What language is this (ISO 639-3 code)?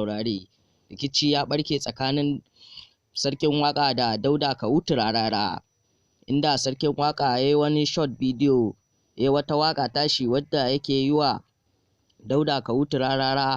hau